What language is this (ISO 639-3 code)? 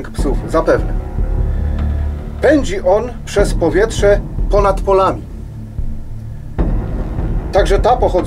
pol